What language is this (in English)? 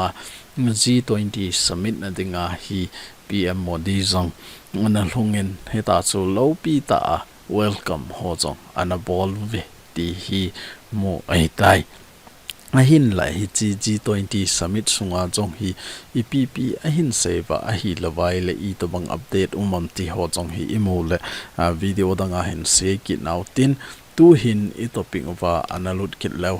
Thado Chin